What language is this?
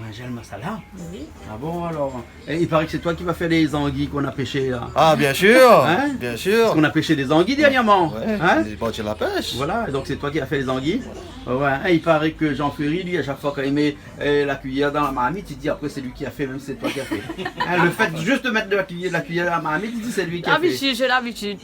Réunion Creole French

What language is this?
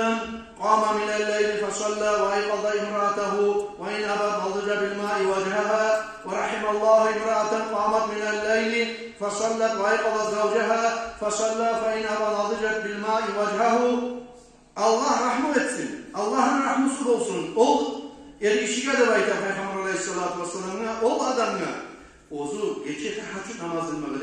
Kumyk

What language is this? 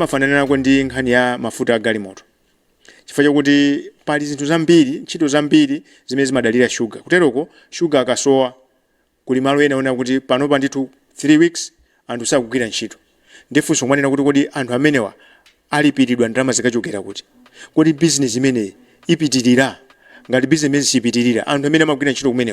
Nyanja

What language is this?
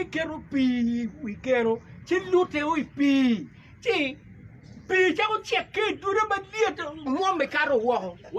Acoli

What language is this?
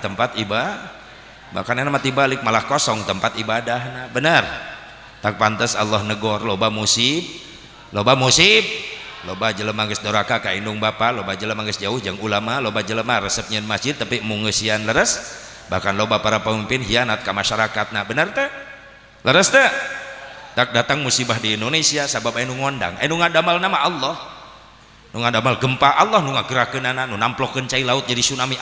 Sundanese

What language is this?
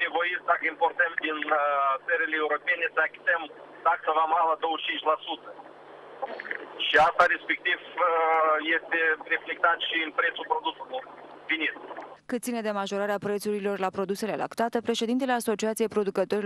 Romanian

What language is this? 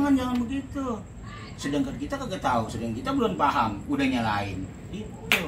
Betawi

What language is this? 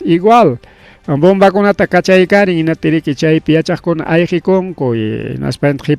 Ayacucho Quechua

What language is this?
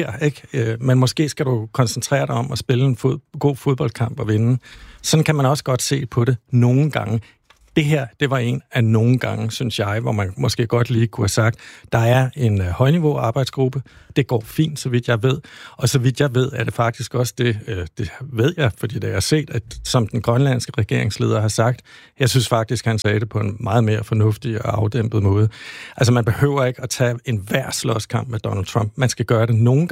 Danish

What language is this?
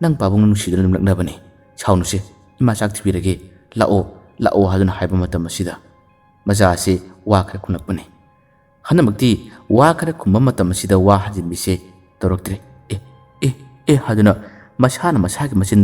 Manipuri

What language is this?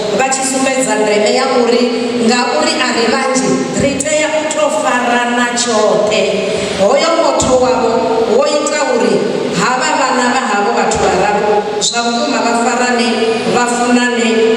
Venda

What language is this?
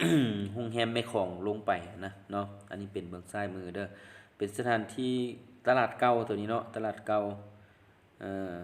Lao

